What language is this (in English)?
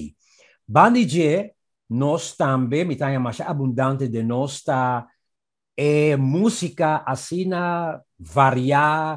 Papiamento